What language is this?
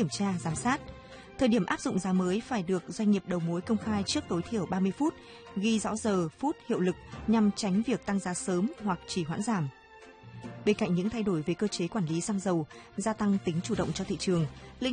Vietnamese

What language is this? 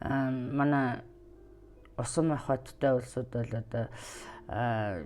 Mongolian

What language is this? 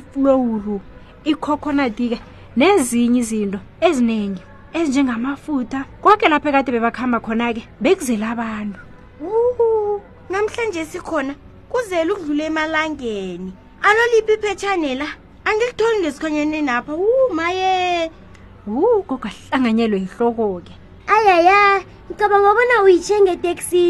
South Ndebele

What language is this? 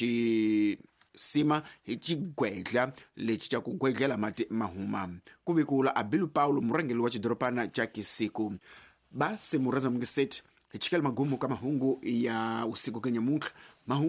Tsonga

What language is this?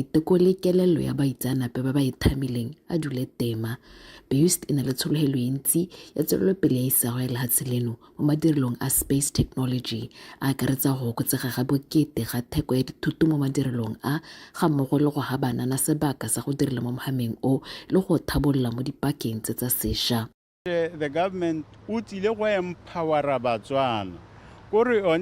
Tswana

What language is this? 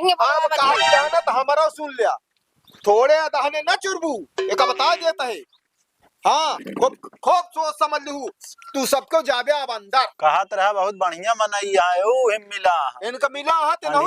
Awadhi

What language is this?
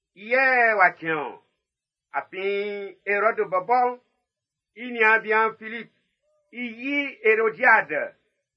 Baoulé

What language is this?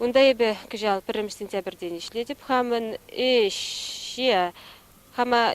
Chuvash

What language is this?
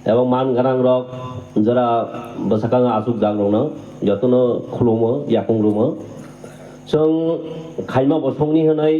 Kok Borok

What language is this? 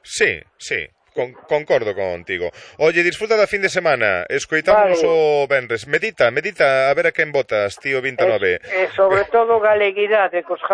Galician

